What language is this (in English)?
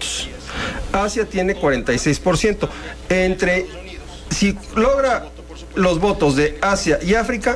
Spanish